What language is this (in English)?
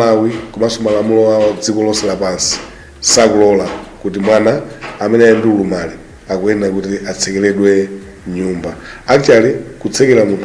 Nyanja